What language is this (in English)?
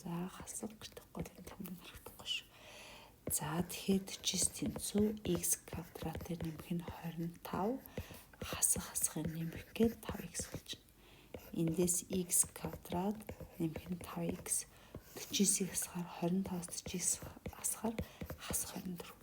Mongolian